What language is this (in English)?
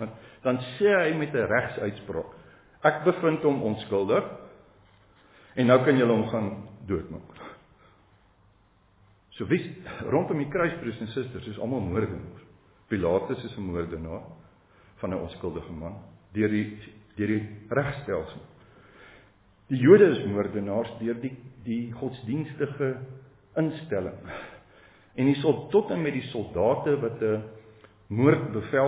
Afrikaans